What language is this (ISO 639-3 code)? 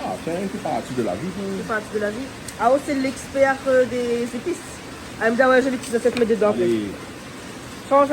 rcf